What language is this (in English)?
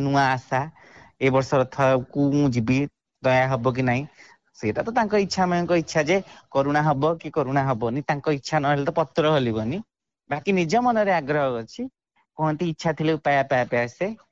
Odia